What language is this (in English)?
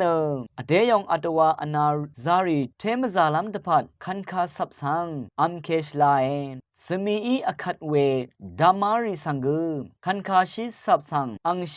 Rawang